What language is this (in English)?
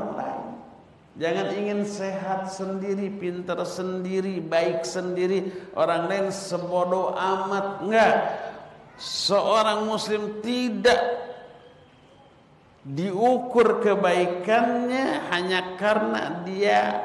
Indonesian